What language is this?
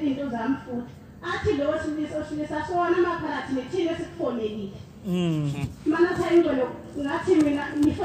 Zulu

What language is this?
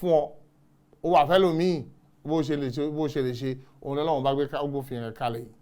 Yoruba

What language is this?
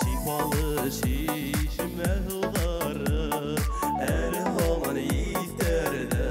Bashkir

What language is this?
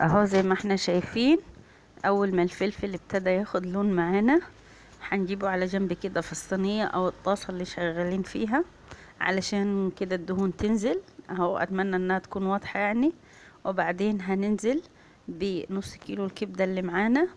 Egyptian Arabic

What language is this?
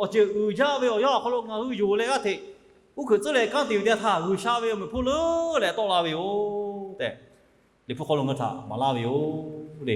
Lahu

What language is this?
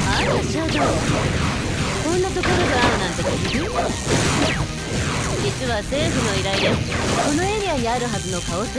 Japanese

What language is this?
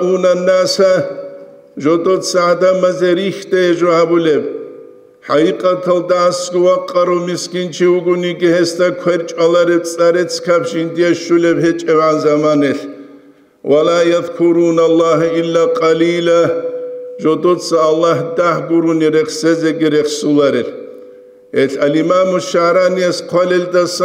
Avaric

